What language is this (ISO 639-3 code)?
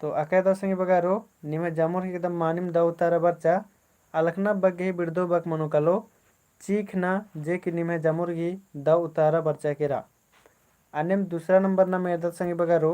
kru